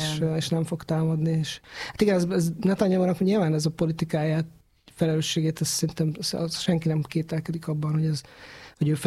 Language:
Hungarian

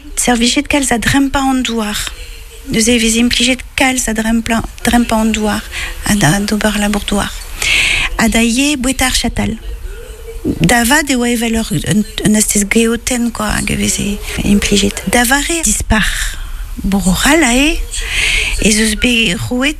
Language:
Breton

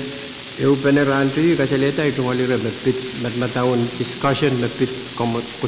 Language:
Pohnpeian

